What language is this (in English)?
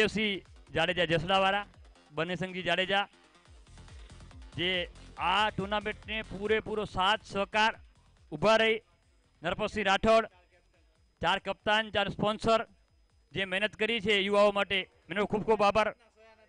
Gujarati